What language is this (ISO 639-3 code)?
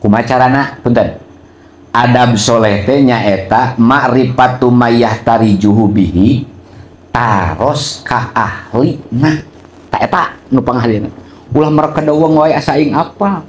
sun